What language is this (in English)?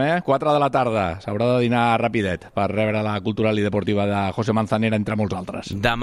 Catalan